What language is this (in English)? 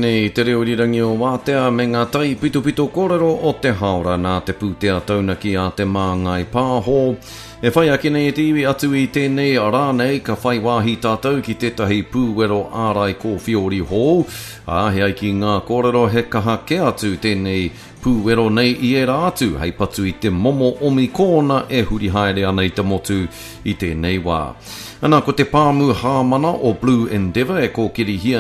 Māori